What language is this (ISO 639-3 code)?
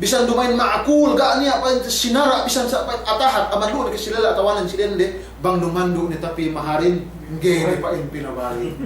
yka